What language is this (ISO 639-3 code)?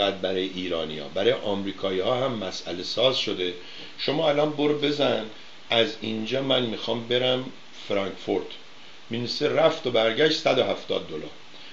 fas